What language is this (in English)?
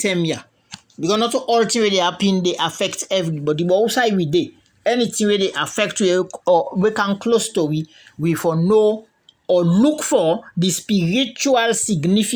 Krio